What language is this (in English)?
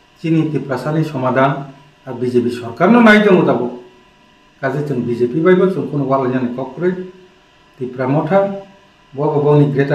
Kok Borok